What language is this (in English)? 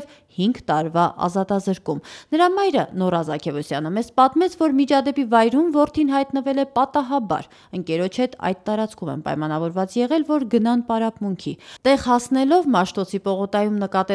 Armenian